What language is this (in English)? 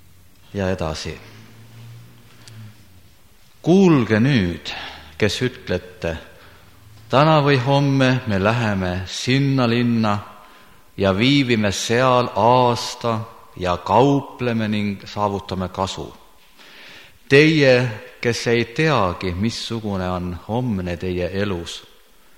Estonian